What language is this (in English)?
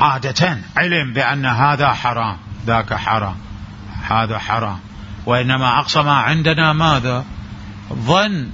Mesopotamian Arabic